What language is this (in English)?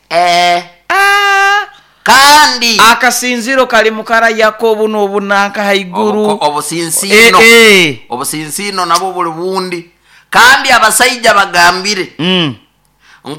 Nyoro